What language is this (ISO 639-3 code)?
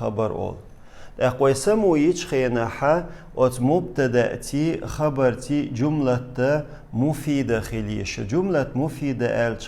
che